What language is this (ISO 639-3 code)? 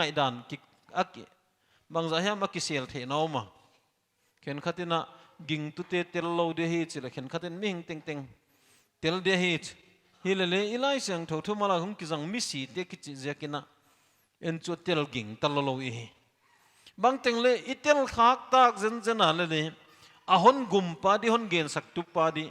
pck